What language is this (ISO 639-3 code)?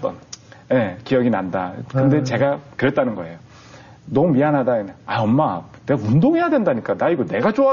kor